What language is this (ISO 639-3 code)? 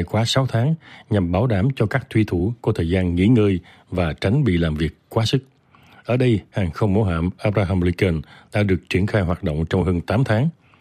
vie